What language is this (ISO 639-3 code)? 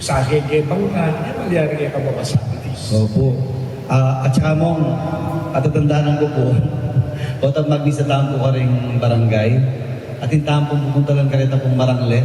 pam